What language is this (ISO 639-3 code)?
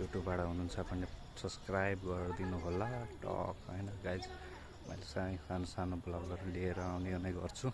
nep